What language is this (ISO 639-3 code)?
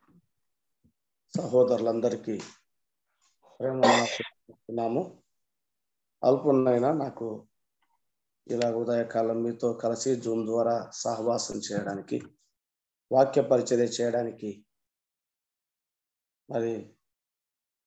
tel